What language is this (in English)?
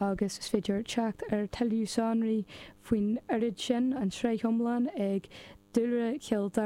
Irish